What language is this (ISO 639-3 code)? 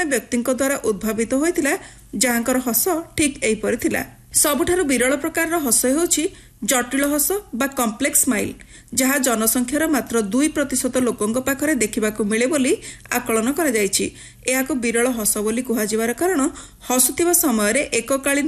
ori